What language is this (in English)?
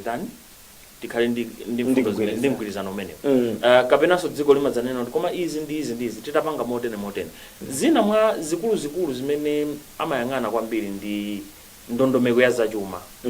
Nyanja